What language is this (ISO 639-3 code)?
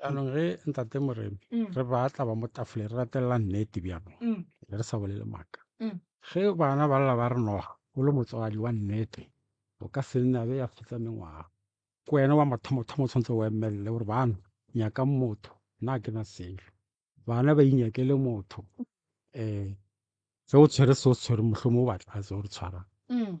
nso